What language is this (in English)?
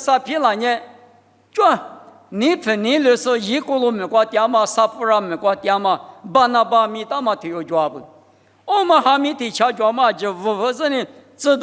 Lisu